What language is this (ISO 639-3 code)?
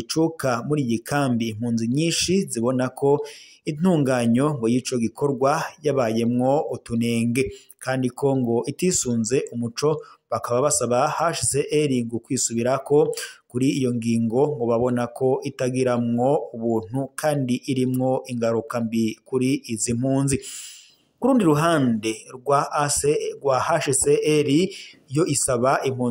run